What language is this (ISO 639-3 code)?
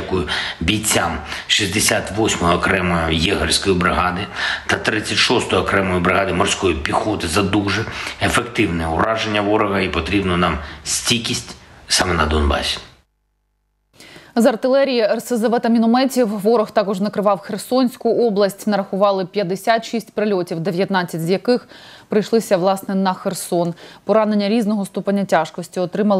ukr